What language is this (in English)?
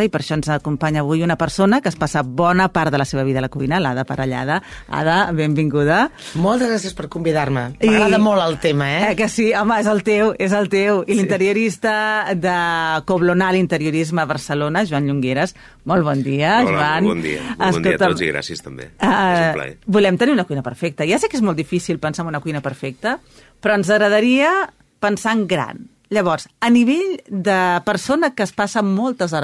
Catalan